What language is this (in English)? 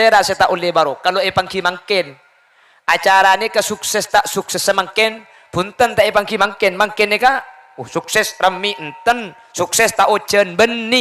Madurese